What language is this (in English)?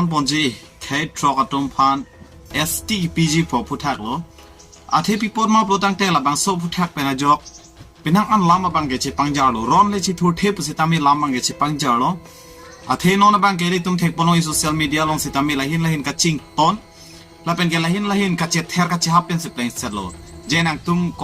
Karbi